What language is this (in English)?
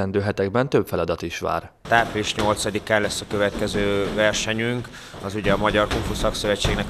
Hungarian